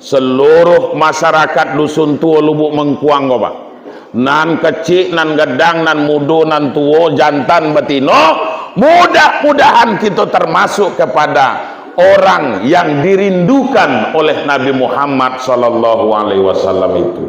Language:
Minangkabau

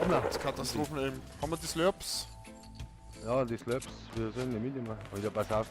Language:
Bavarian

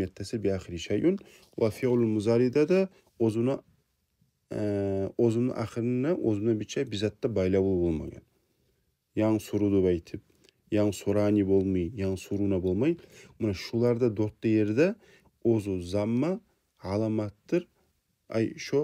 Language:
Kumyk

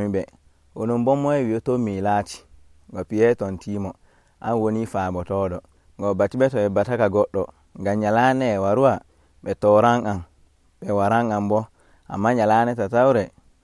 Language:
Nigerian Fulfulde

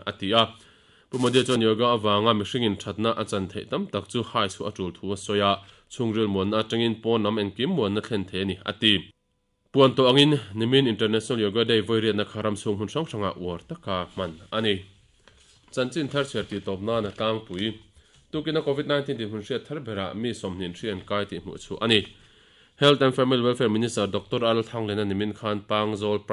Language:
Mizo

